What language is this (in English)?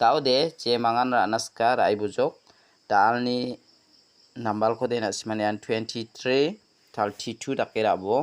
Garo